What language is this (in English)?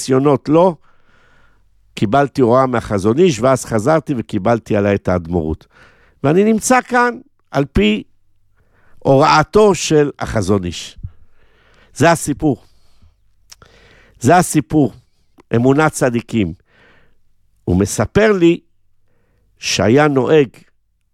Hebrew